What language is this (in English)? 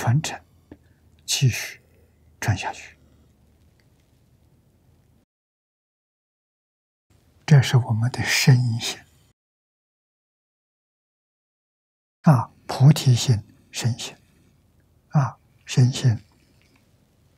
Chinese